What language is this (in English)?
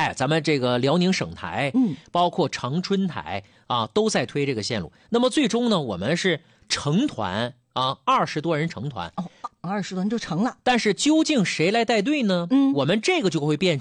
Chinese